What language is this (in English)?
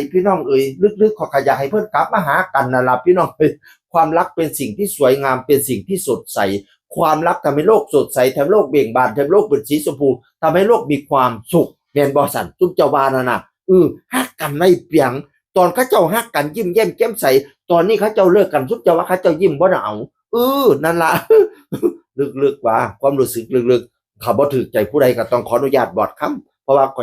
Northeastern Thai